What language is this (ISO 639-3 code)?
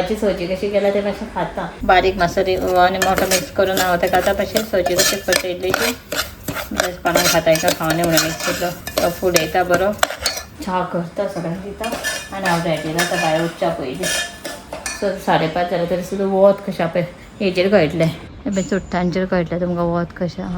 kok